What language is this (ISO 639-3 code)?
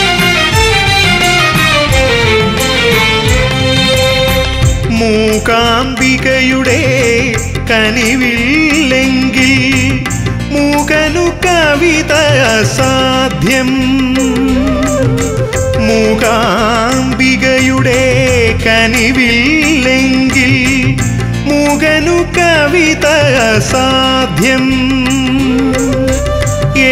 mal